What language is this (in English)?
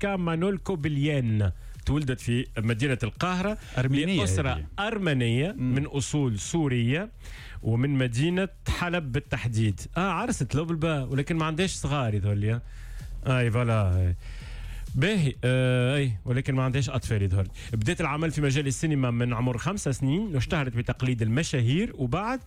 Tunisian Arabic